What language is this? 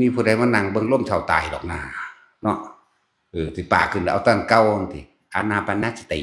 Northeastern Thai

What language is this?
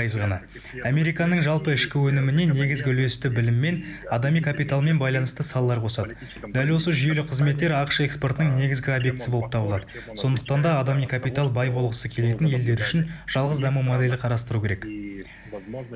Kazakh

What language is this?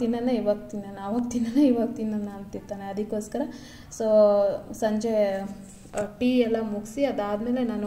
Kannada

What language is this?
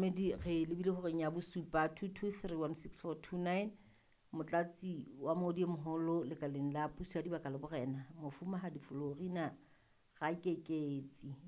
Southern Sotho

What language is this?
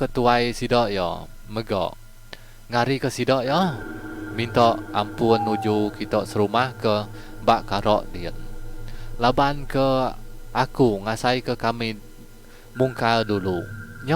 Iban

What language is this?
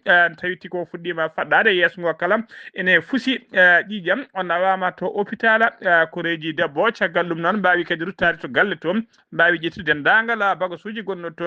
Fula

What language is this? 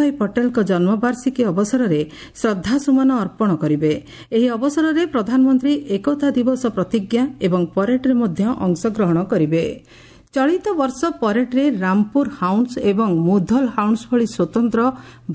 Odia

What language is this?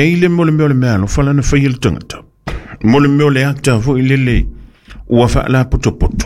Samoan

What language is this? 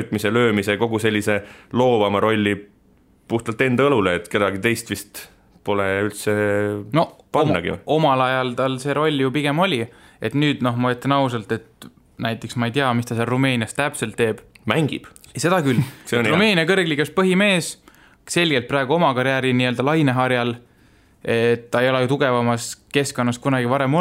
Estonian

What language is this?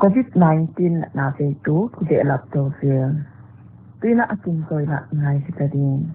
Paite Chin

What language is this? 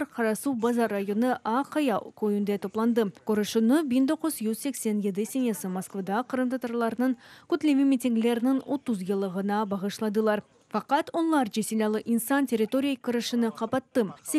Crimean Tatar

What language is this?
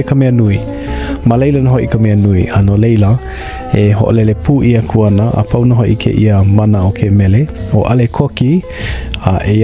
Hawaiian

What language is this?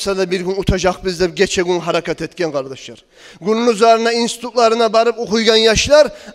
Kumyk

